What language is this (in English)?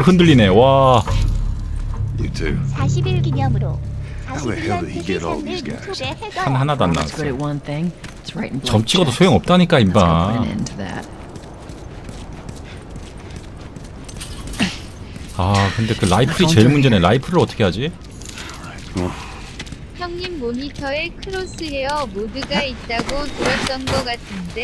Korean